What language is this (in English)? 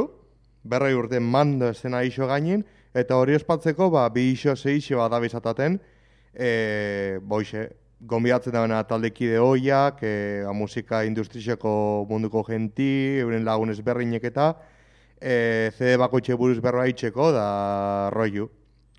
Basque